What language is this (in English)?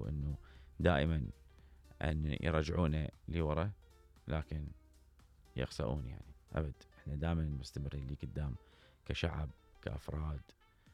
Mesopotamian Arabic